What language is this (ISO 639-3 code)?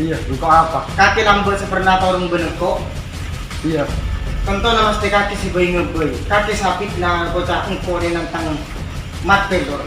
mad